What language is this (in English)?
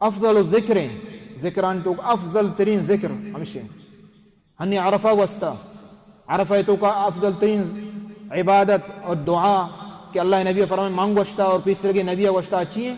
Baluchi